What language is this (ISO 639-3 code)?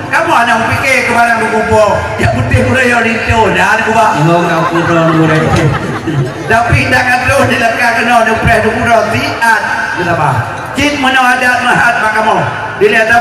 ace